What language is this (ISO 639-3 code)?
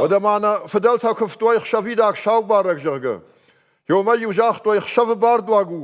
oss